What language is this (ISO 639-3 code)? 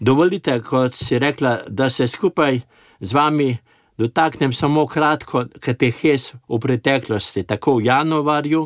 slv